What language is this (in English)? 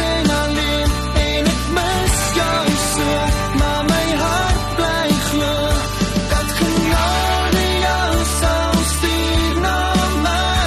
Afrikaans